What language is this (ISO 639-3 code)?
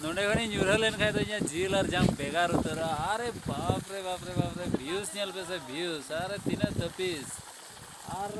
sat